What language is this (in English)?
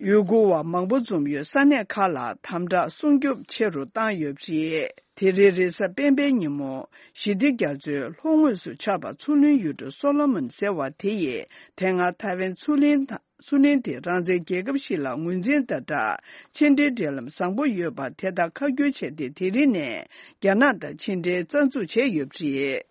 Tibetan